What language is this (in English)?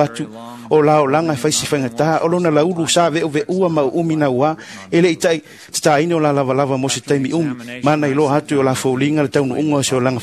Samoan